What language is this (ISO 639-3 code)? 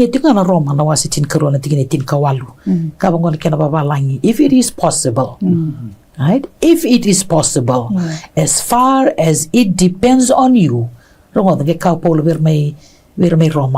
fij